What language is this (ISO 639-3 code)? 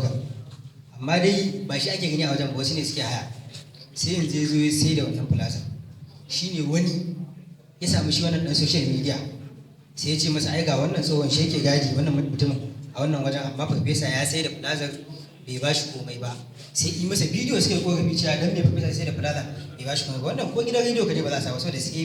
hau